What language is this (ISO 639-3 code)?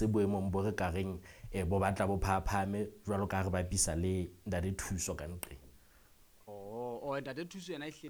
sot